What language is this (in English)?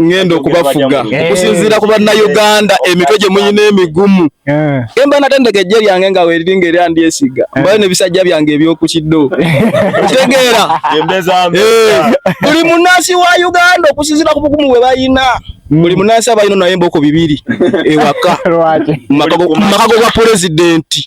Ganda